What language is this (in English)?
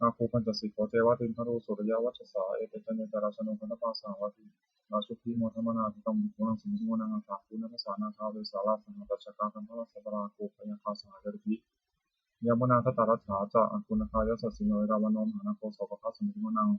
Pali